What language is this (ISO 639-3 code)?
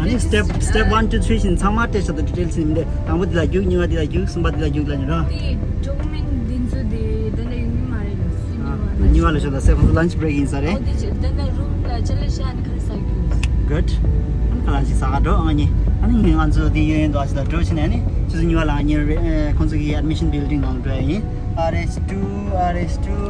bod